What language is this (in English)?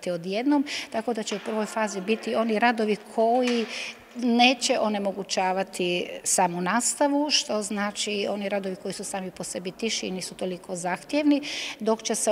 Croatian